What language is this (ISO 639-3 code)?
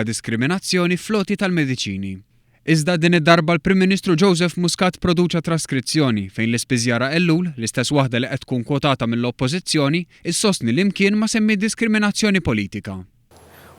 mlt